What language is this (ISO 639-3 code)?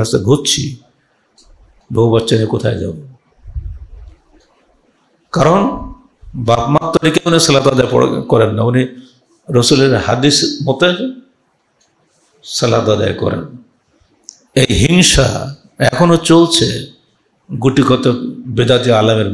ben